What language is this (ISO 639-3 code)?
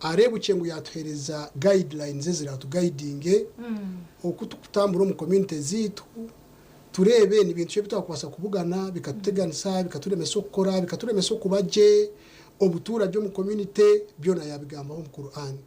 nyn